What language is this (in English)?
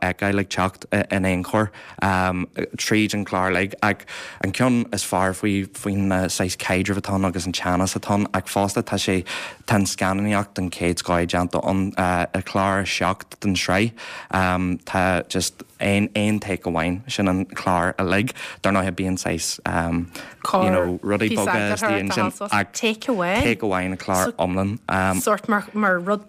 Irish